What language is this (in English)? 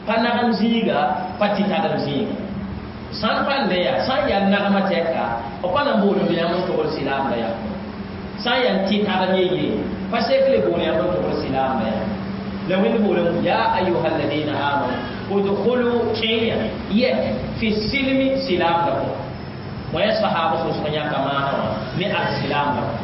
Mossi